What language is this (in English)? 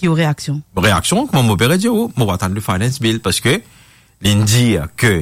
Morisyen